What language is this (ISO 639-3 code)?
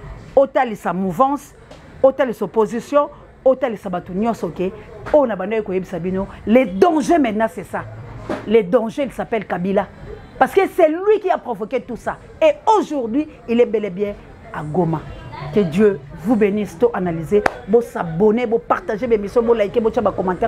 lin